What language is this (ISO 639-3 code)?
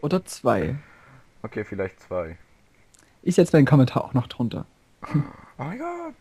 gsw